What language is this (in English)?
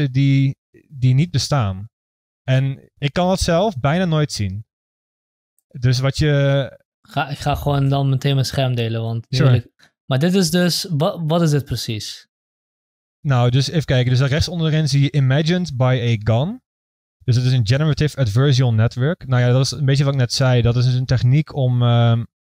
Dutch